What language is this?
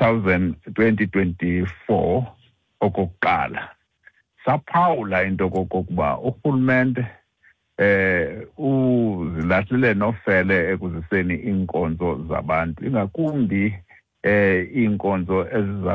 Xhosa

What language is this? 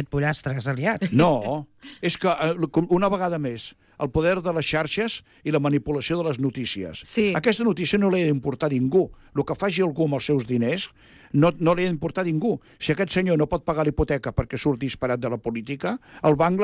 Catalan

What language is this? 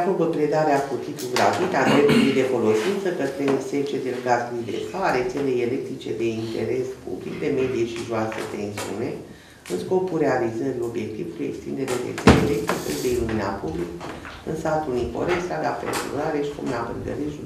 Romanian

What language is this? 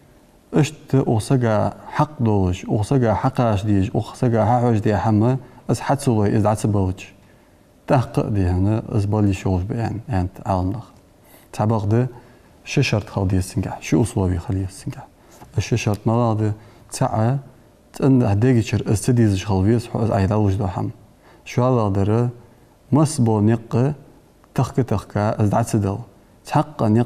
Ingush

